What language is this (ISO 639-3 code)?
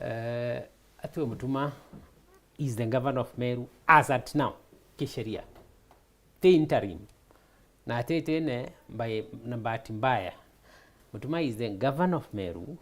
mer